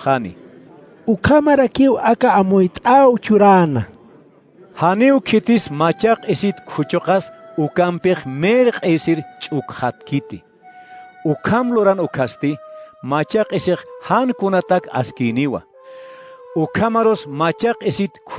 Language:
Aymara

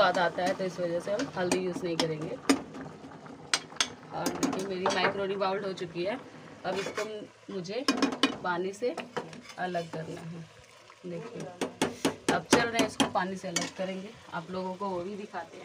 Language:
Hindi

